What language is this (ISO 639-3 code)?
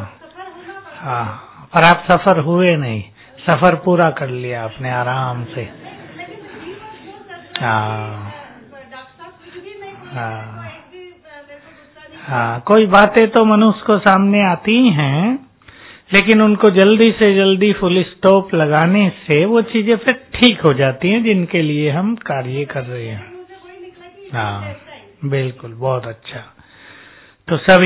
hin